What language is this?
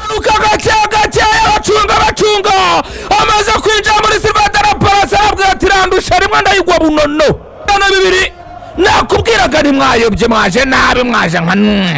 Kinyarwanda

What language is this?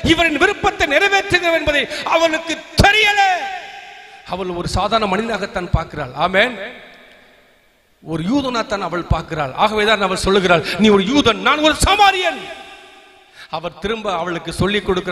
Tamil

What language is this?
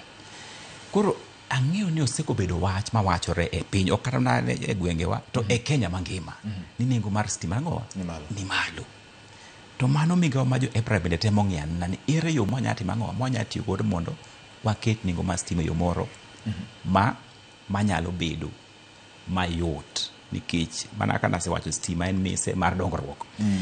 Luo (Kenya and Tanzania)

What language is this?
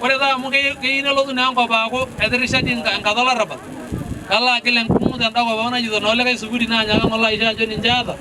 Masai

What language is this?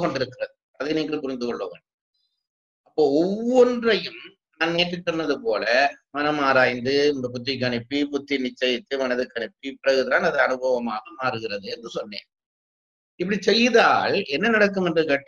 Tamil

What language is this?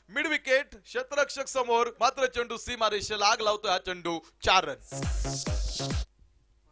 Marathi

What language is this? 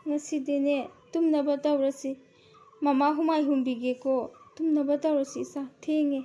Manipuri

